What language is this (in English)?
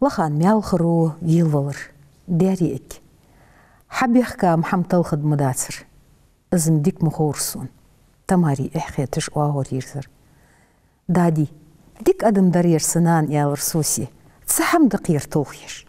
Ingush